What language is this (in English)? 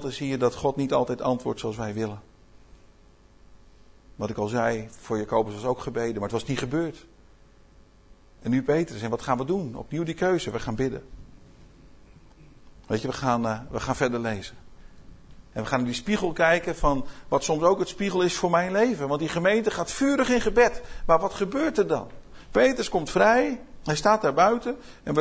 Dutch